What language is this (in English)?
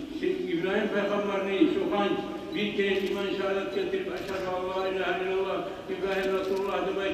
Kumyk